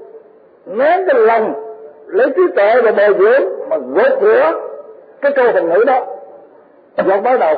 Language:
Vietnamese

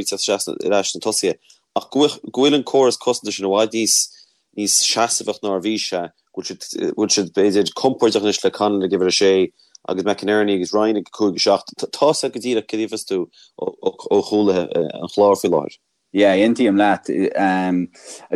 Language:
Irish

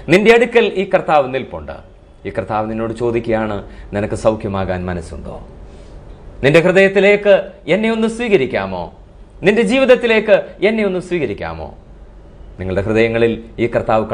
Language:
Malayalam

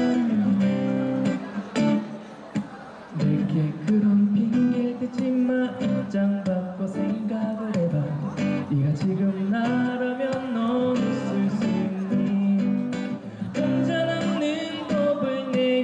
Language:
Korean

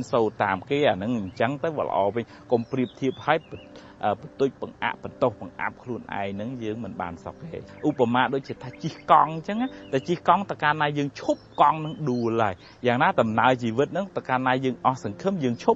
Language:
Khmer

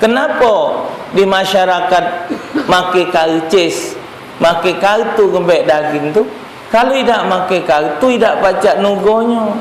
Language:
Musi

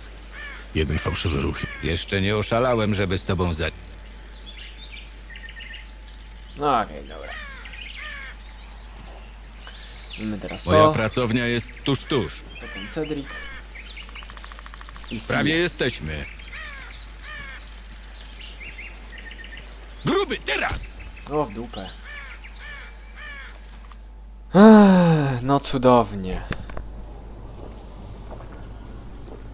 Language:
Polish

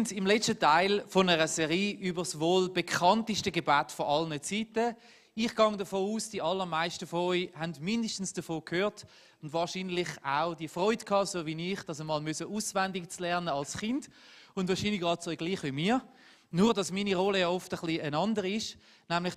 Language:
Swiss German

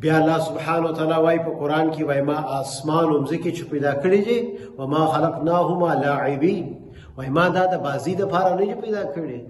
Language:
Pashto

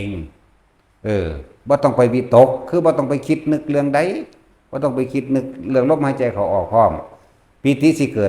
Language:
Northeastern Thai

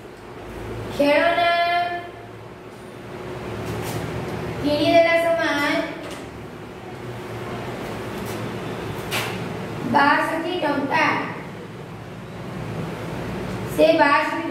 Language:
Odia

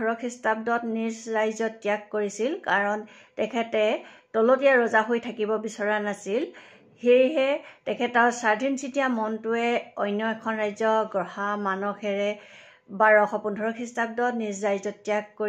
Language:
Assamese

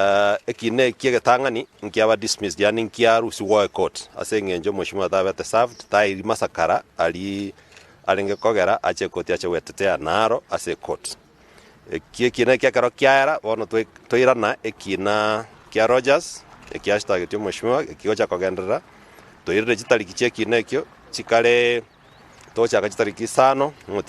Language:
Gusii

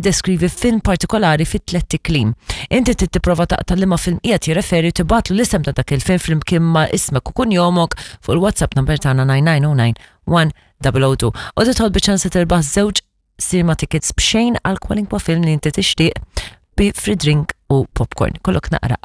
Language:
Maltese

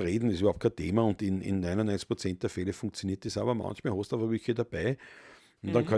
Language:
Bavarian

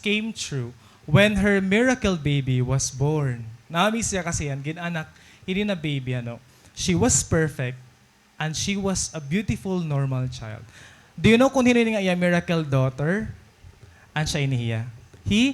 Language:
Waray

